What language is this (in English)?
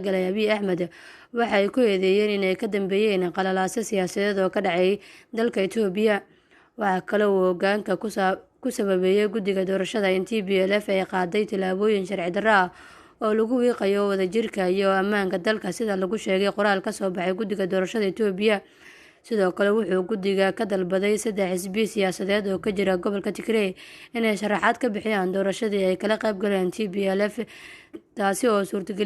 Somali